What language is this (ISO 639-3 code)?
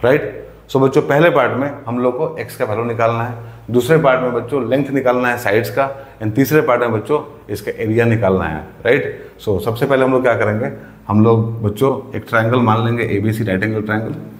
hin